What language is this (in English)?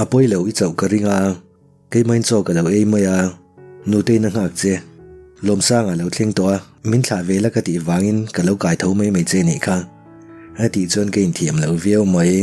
Mizo